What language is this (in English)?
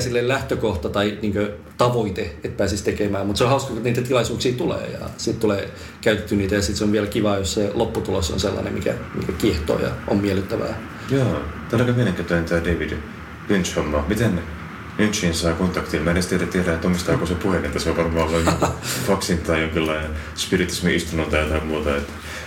Finnish